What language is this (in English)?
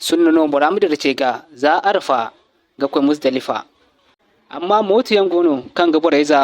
Zarma